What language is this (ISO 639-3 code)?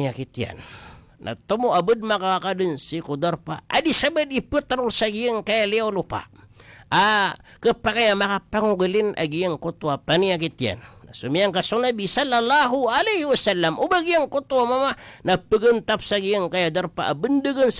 mrw